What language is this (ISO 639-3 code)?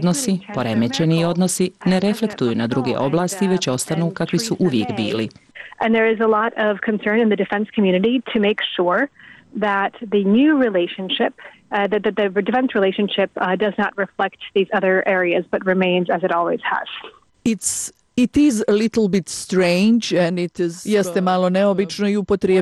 bos